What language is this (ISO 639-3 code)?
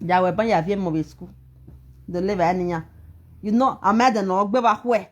pcm